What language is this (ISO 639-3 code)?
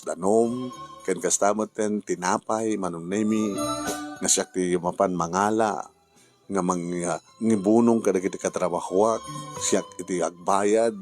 ilo